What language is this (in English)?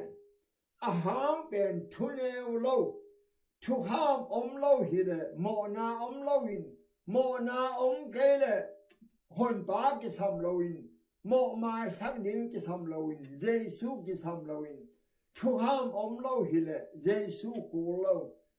Tedim Chin